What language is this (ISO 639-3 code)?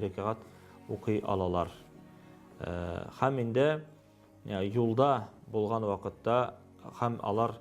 tat